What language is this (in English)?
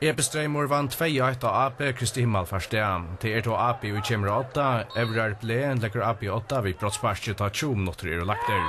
Faroese